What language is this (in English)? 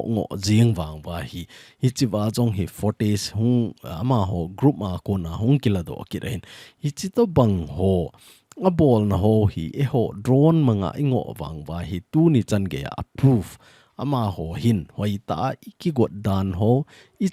Thado Chin